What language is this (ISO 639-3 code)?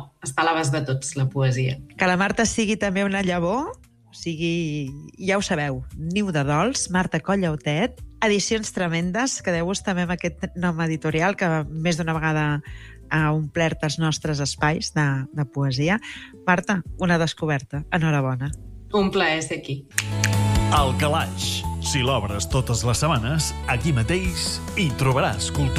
cat